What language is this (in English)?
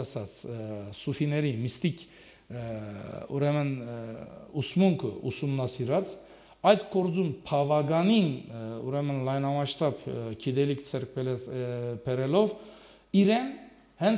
Armenian